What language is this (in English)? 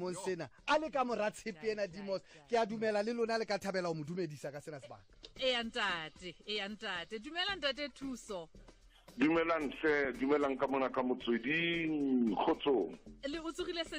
Tswana